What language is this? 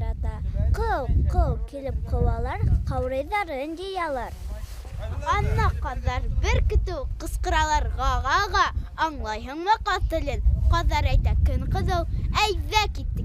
Bashkir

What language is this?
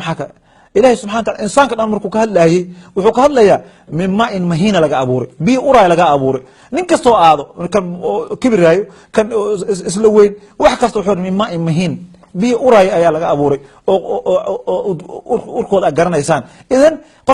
Somali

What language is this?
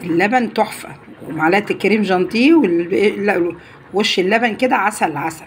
Egyptian Arabic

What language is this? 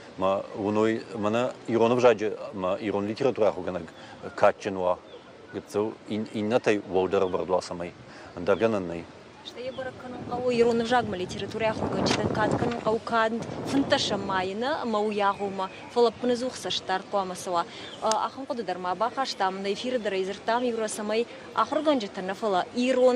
Ossetic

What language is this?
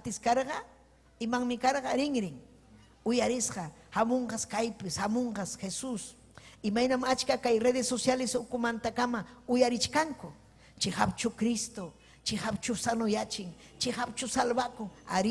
Ayacucho Quechua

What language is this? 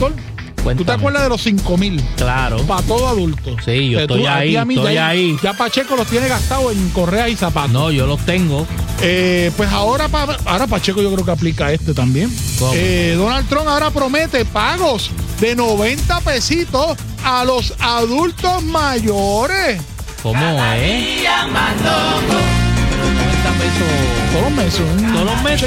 Spanish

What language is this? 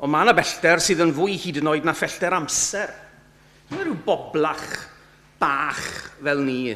Welsh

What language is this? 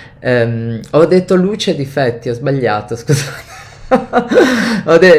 Italian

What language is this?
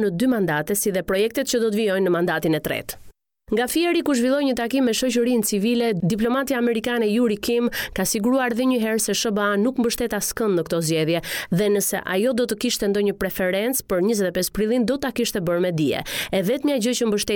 Albanian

